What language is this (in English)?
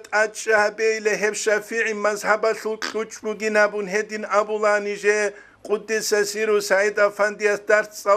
Avaric